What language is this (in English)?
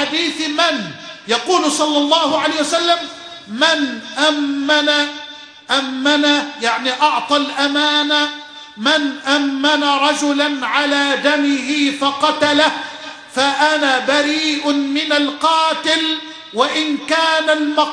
Arabic